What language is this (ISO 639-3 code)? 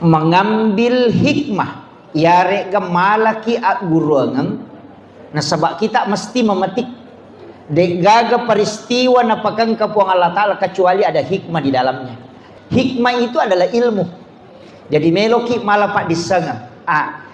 bug